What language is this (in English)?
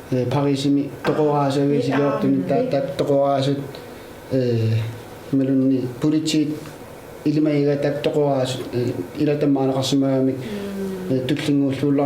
Kalaallisut